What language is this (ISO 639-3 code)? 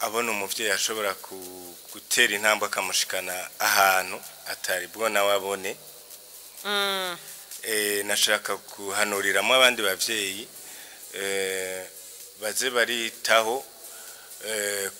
run